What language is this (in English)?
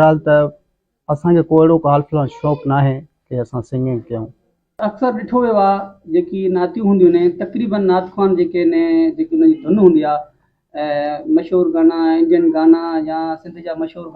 Sindhi